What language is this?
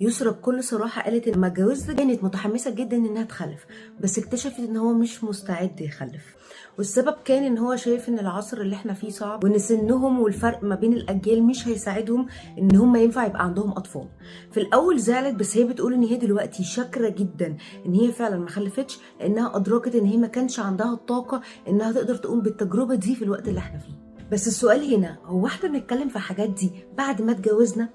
Egyptian Arabic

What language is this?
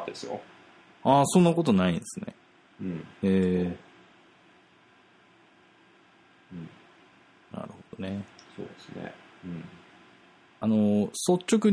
Japanese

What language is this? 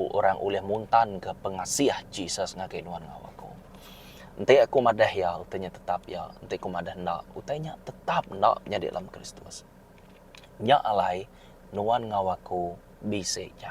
Iban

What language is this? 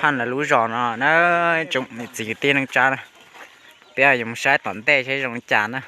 Hmong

